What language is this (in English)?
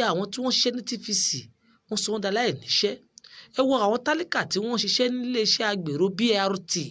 Yoruba